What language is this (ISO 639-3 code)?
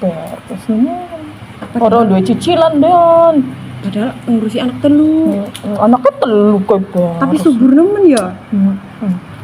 bew